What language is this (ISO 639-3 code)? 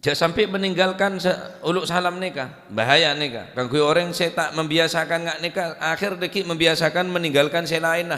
mad